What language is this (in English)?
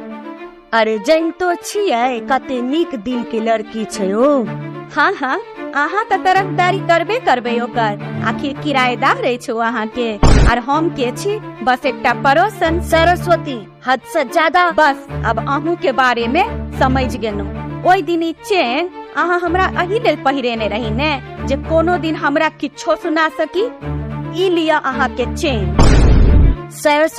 Maithili